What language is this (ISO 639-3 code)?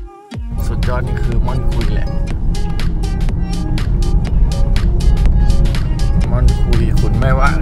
tha